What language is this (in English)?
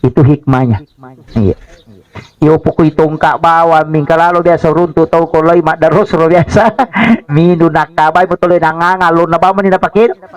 Buginese